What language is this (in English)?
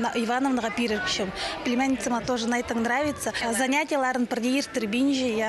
Khakas